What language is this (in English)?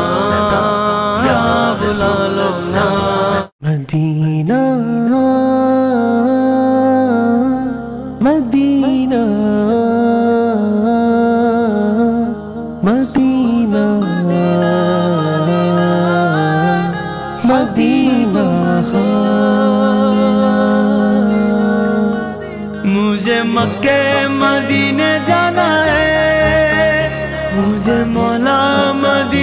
Urdu